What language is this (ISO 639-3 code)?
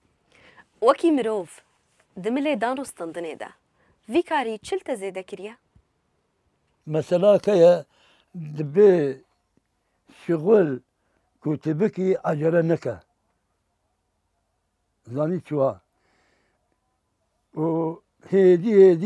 kur